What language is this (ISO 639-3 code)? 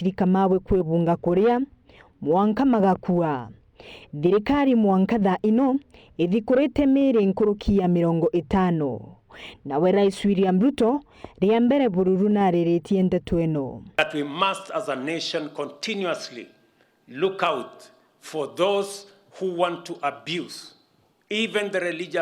mer